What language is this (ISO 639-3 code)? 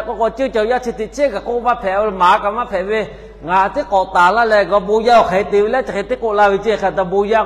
lhu